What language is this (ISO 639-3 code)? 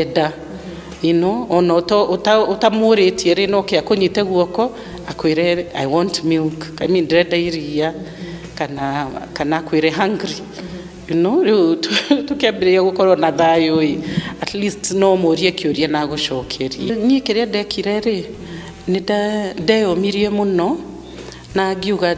kik